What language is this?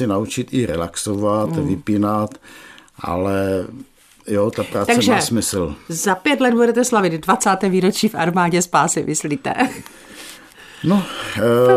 Czech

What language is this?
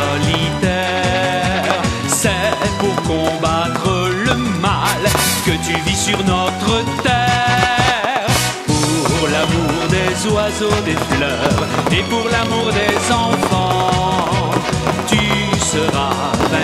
French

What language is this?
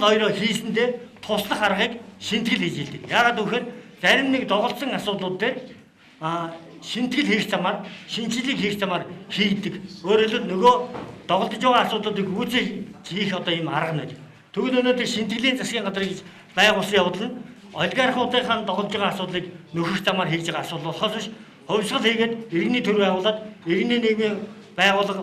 Mongolian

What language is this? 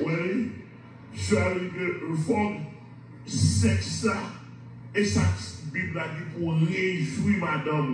Haitian Creole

